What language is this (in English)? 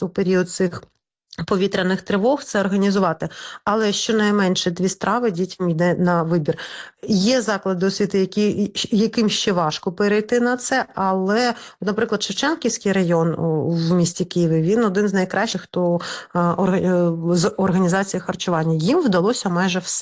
Ukrainian